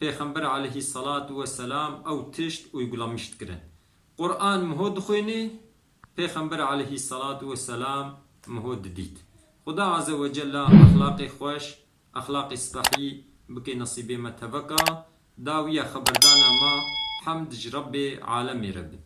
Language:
Kurdish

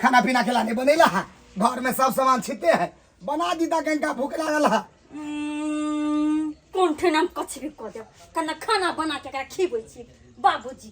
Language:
Maithili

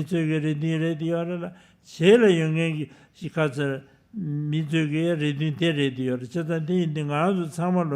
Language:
Tibetan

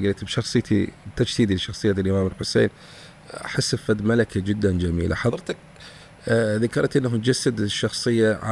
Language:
Mesopotamian Arabic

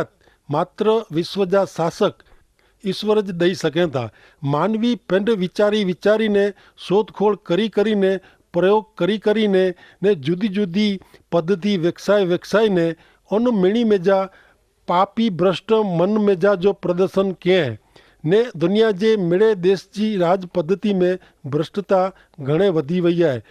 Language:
Kachhi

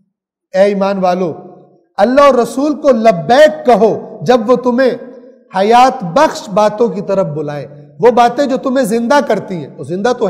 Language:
Urdu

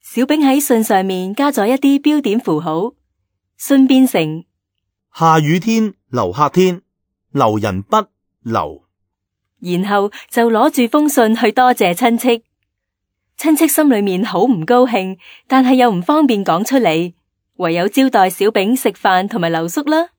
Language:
Cantonese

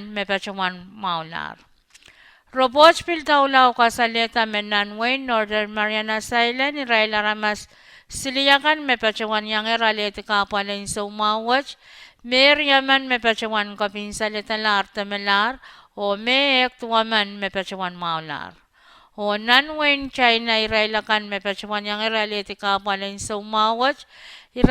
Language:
Pohnpeian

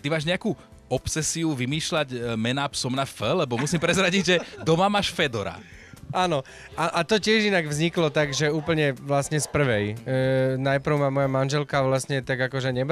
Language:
Slovak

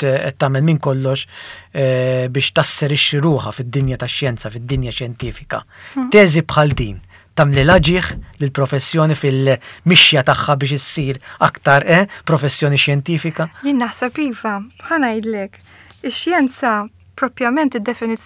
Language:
Maltese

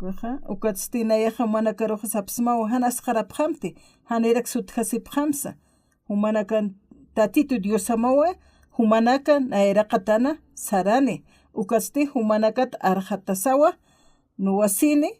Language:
Aymara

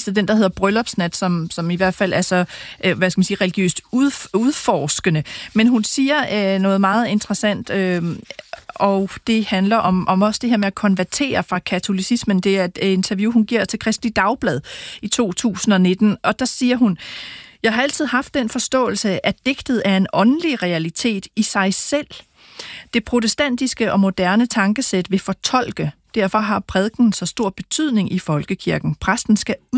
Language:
Danish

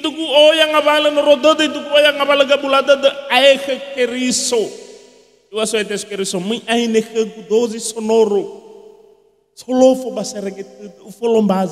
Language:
Nias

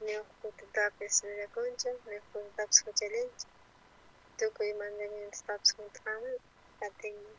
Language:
South Bolivian Quechua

